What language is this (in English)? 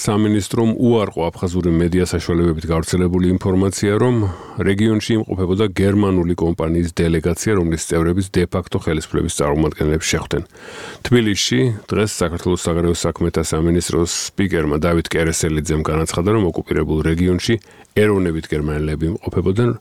Georgian